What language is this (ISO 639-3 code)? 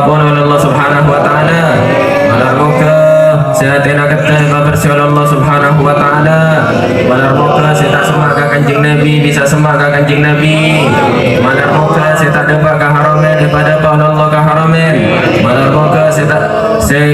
mad